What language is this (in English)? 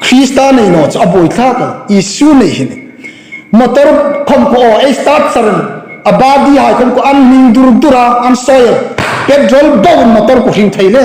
Hmar